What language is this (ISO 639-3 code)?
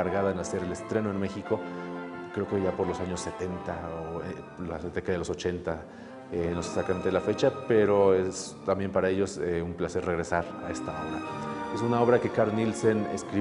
spa